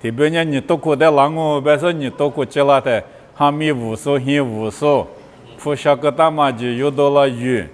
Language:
Lisu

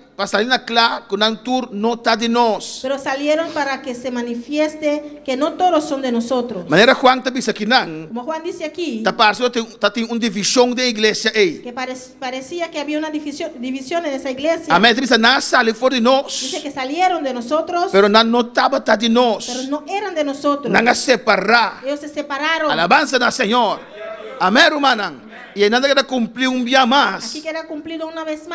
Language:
Papiamento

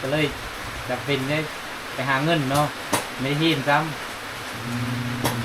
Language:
Lao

